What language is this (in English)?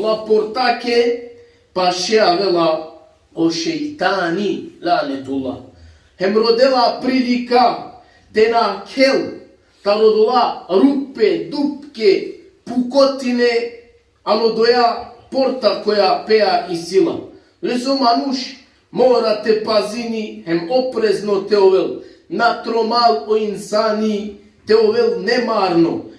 Balkan Romani